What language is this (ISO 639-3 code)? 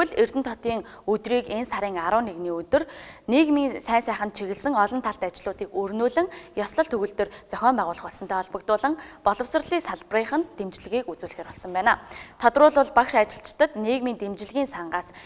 mon